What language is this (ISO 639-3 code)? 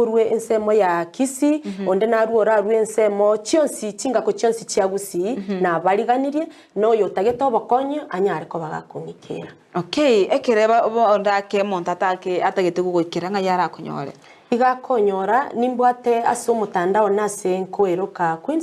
guz